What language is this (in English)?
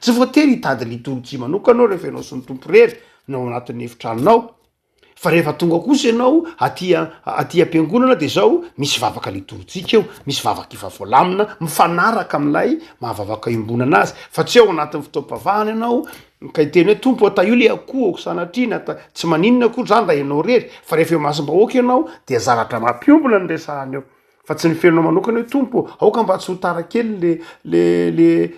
Malagasy